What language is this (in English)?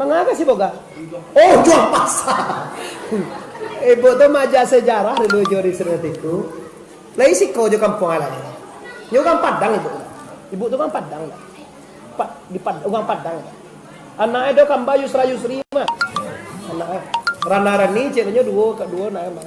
Minangkabau